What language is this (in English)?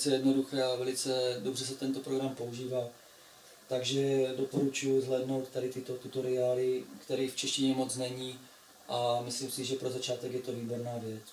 Czech